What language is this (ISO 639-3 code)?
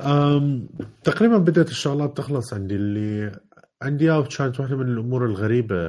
acm